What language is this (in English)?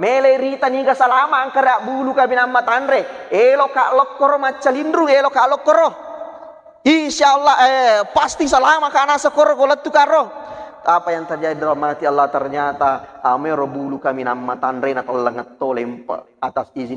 Buginese